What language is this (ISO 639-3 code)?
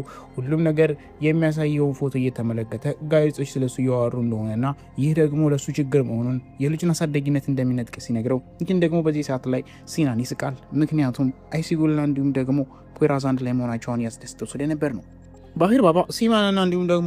amh